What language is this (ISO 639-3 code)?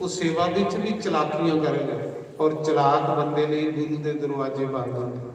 doi